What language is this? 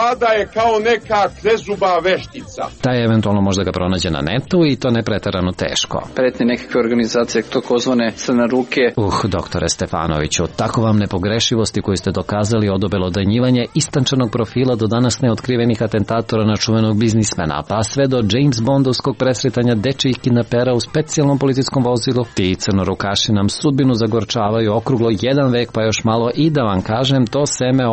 Serbian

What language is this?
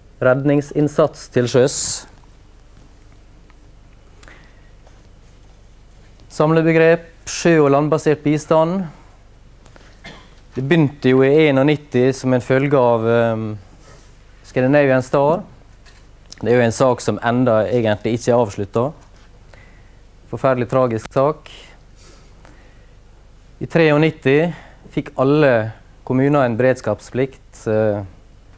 Norwegian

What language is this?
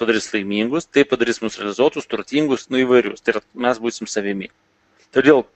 Lithuanian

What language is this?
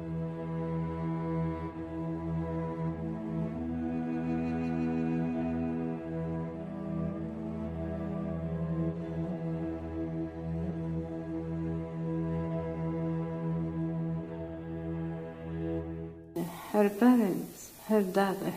Greek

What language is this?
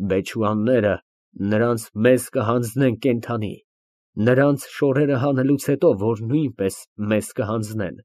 Armenian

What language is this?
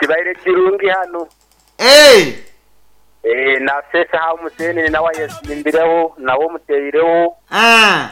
Nyoro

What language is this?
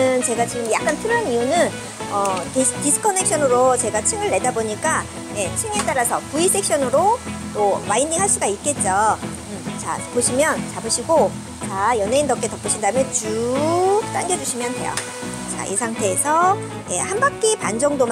Korean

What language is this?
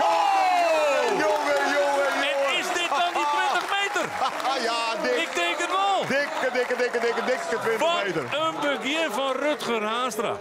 Western Frisian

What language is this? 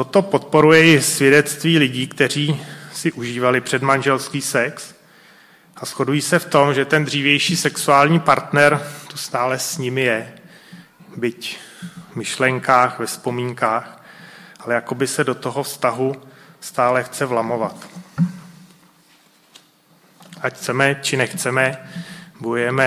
Czech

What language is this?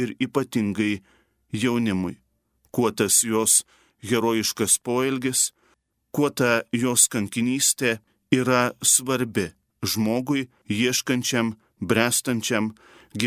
Lithuanian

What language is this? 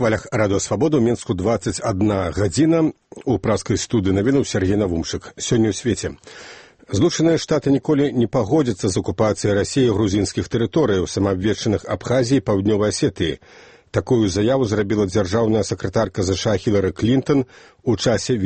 Belarusian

